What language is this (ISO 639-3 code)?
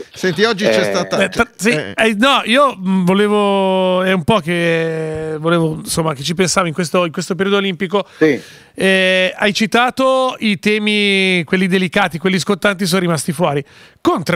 ita